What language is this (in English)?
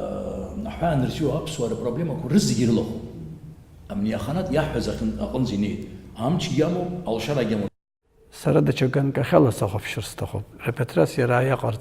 Abkhazian